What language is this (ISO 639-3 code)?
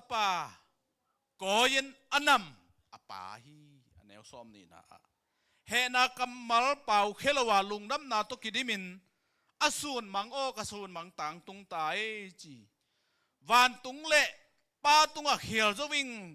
ctd